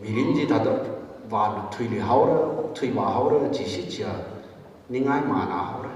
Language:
Tangkhul Naga (India)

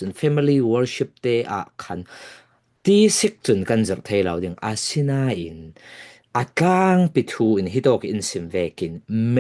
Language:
Falam Chin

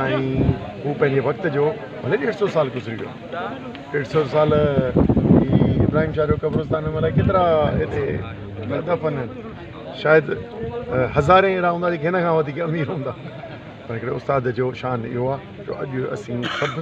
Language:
Sindhi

